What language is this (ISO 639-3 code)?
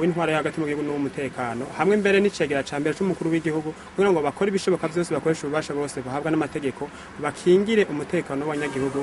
run